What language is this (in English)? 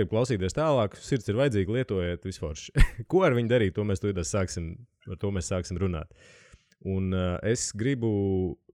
Latvian